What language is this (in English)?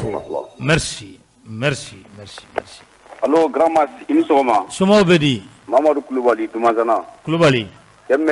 Bambara